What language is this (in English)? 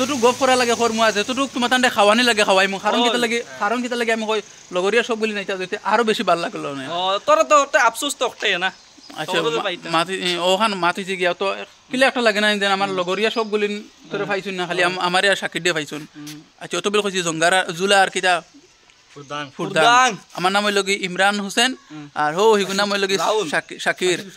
Sylheti